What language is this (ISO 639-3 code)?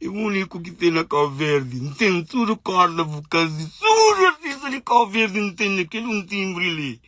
kea